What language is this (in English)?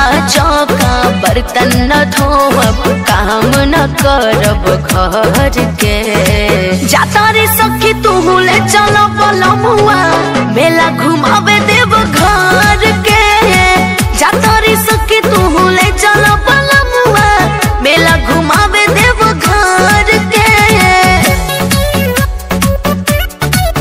Bhojpuri